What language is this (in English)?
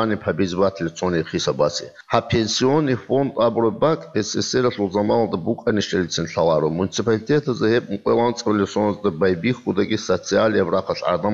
Avaric